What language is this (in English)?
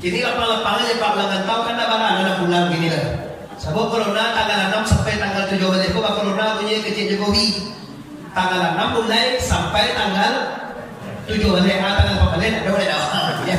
Minangkabau